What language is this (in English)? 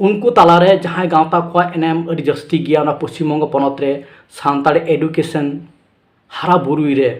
Santali